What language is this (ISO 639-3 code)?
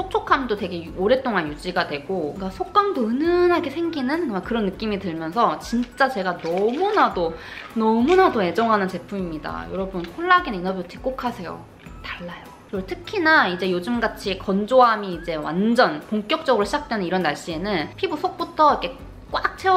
kor